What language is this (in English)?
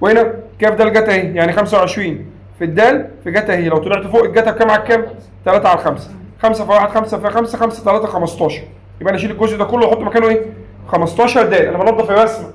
Egyptian Arabic